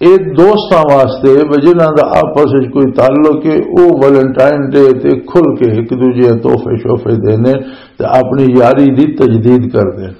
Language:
Western Panjabi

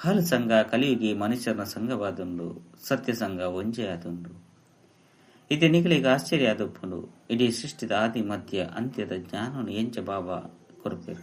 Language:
Tulu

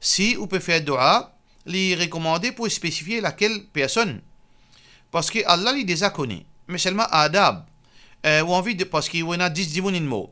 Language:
Morisyen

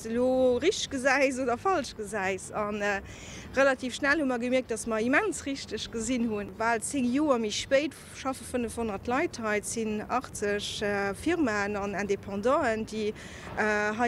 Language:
Luxembourgish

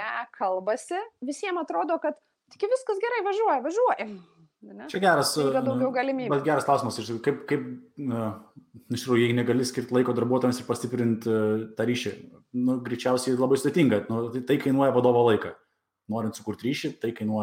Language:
Lithuanian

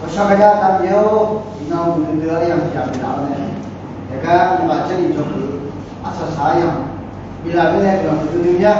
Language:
Akha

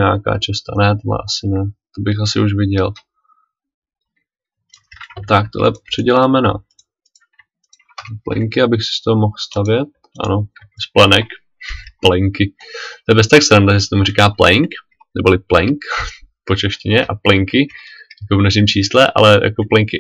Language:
Czech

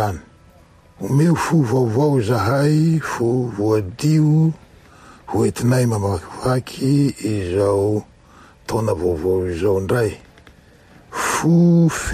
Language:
Malagasy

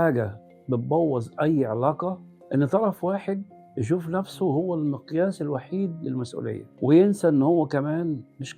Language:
Egyptian Arabic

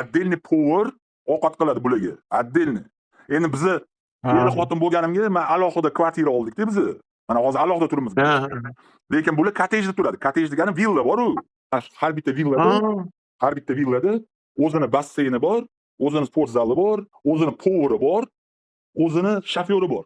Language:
Uzbek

